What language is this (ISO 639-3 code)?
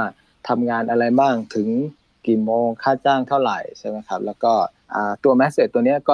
tha